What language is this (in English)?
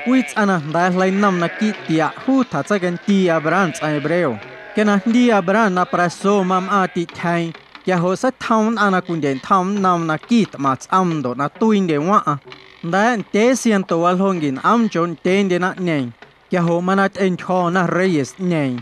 Guerrero Amuzgo